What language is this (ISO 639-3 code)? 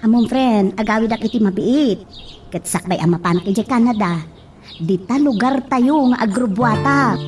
ilo